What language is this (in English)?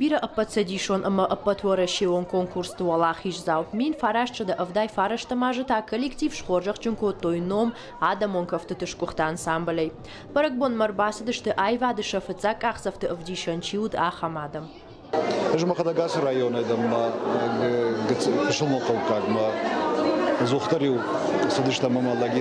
Ossetic